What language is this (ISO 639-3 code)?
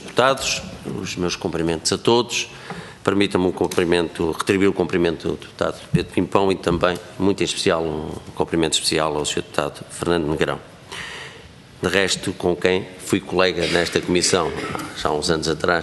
por